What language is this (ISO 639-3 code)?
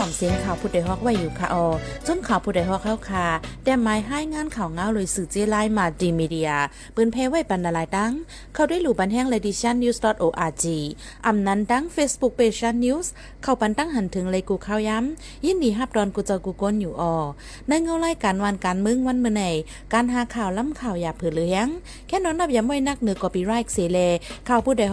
shn